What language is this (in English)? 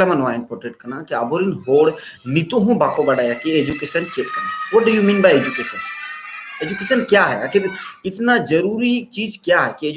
Santali